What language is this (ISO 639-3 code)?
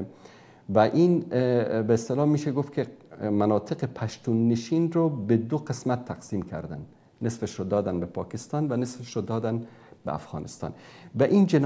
fas